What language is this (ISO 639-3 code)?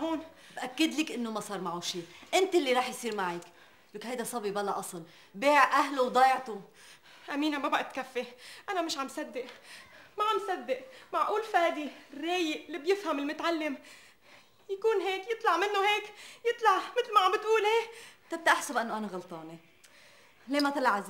apc